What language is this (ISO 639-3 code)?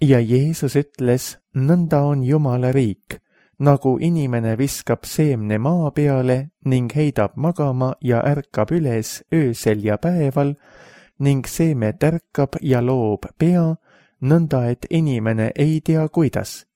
est